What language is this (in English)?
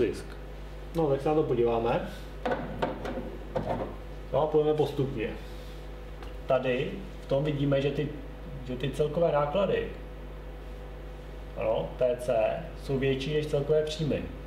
Czech